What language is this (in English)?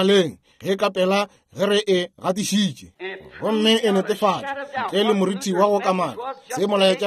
Northern Sotho